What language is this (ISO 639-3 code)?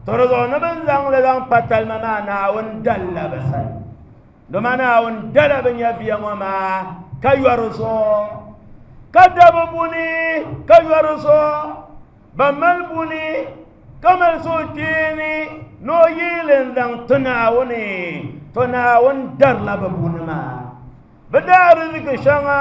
dag